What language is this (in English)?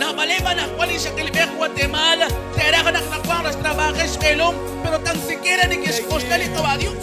Kekchí